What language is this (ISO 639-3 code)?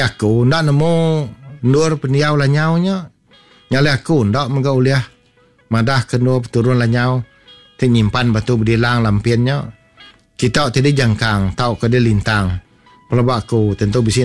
iba